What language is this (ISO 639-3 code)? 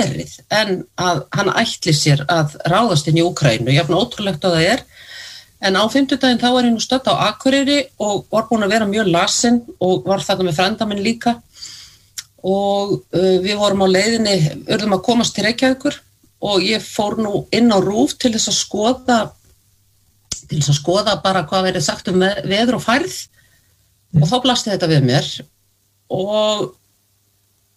isl